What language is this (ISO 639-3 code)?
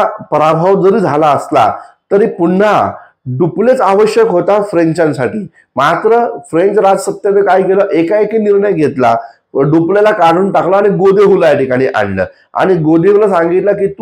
mar